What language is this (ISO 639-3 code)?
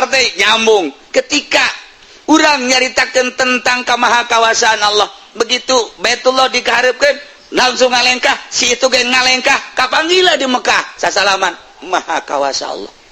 sun